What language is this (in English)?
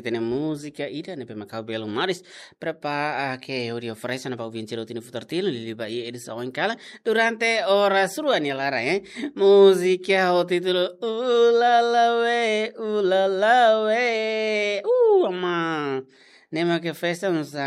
Tetum